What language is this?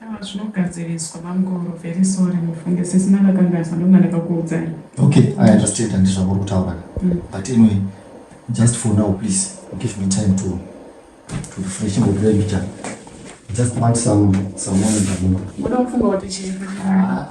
Shona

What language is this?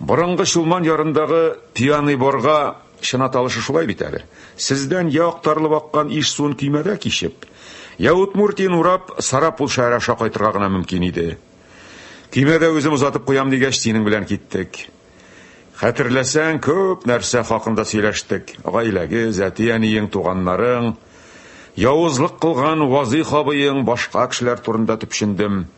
Tatar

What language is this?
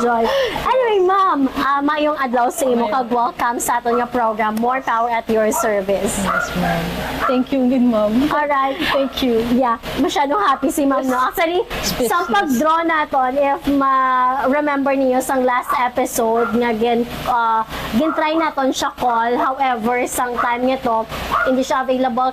Hiligaynon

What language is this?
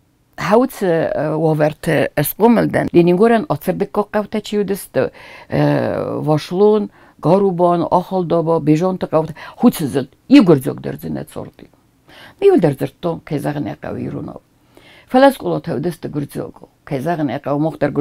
Ossetic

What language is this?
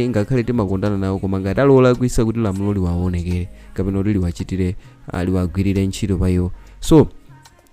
Nyanja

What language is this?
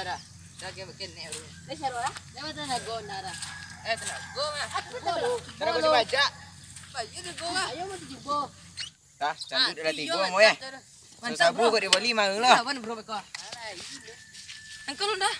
Minangkabau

